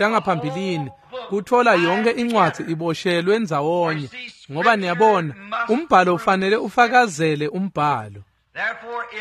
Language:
Swati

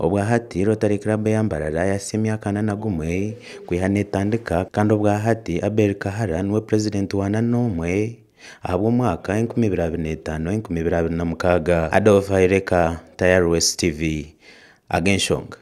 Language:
Nyankole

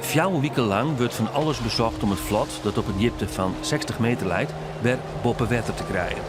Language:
Western Frisian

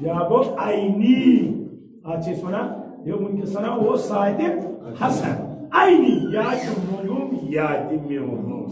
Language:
Kashmiri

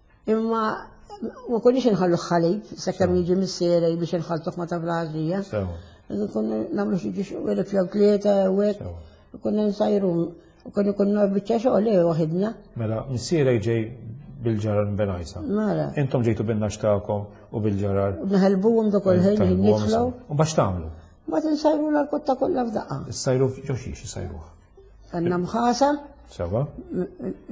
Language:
Maltese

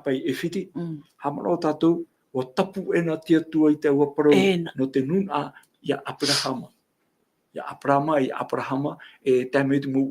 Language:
Tahitian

